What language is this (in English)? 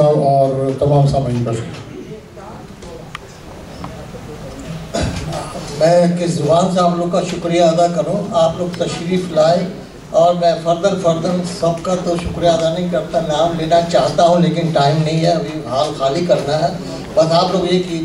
Urdu